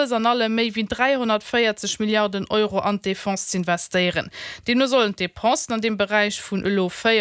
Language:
Luxembourgish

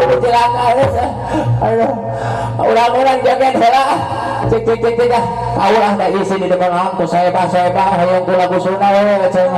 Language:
Sundanese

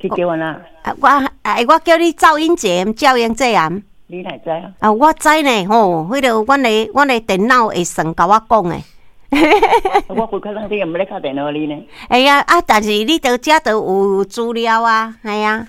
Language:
Min Nan Chinese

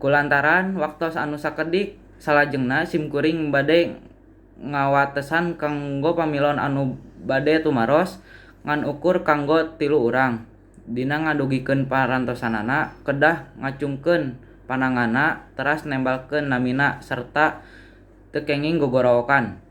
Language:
Sundanese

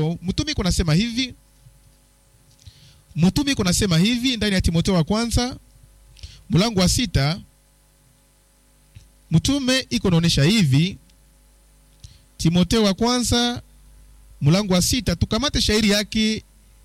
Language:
Swahili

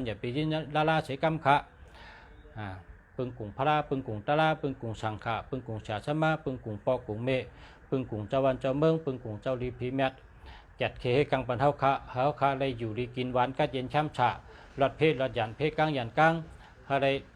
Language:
Shan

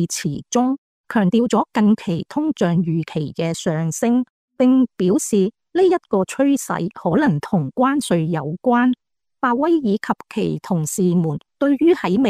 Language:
Cantonese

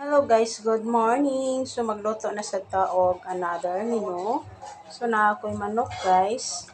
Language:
Cebuano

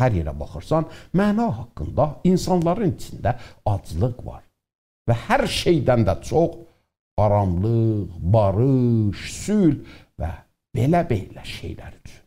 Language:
South Azerbaijani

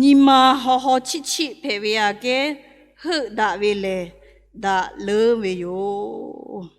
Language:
Lahu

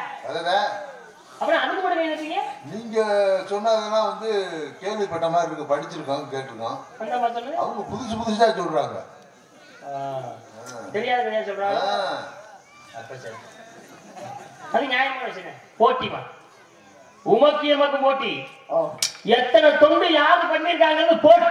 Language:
Tamil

